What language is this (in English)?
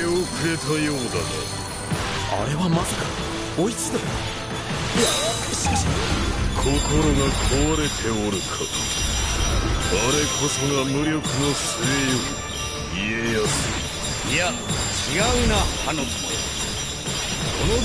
Japanese